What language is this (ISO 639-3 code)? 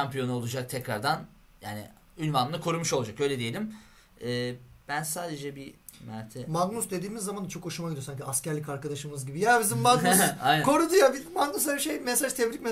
tur